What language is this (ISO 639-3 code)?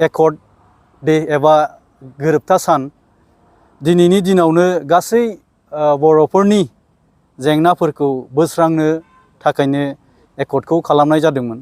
brx